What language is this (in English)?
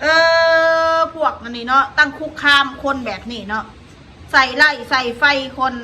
Northeastern Thai